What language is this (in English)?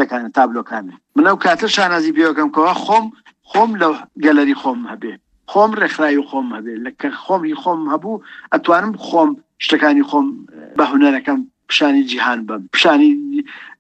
Central Kurdish